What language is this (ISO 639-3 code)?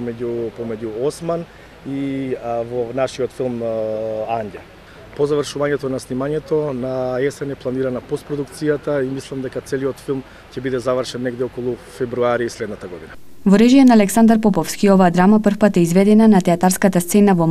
mkd